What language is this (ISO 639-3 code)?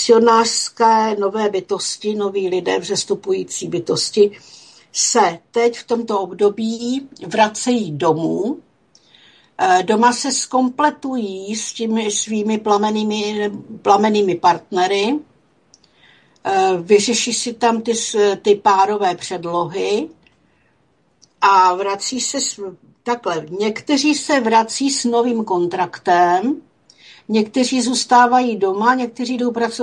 ces